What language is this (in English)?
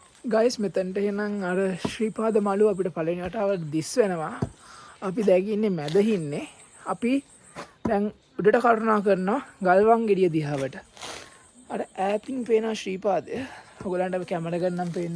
Sinhala